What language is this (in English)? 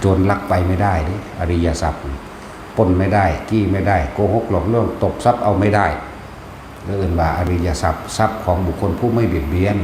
Northeastern Thai